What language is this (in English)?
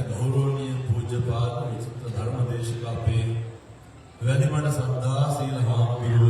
Sinhala